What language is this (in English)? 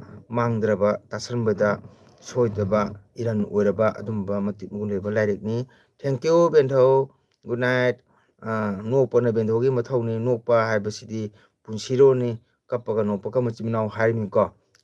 Manipuri